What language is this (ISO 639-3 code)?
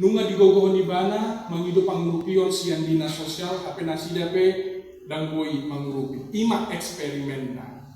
bbc